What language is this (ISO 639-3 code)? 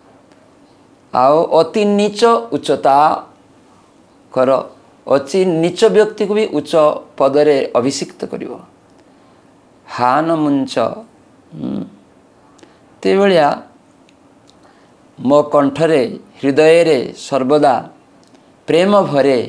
ori